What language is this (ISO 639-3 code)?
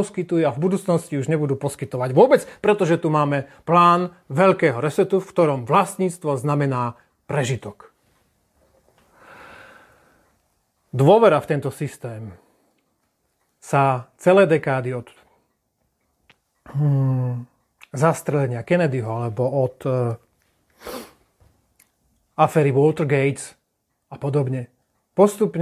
slk